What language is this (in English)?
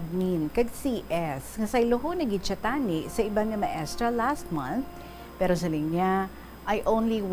Hiligaynon